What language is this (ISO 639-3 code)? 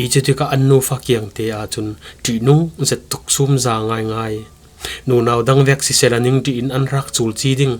cfm